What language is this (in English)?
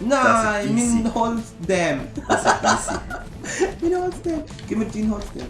Swiss German